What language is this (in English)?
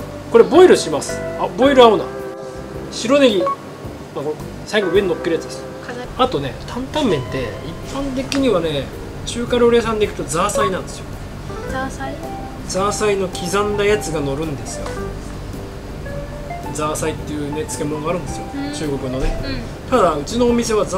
Japanese